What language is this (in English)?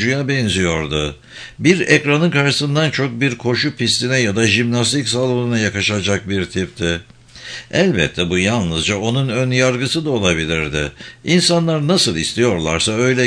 Turkish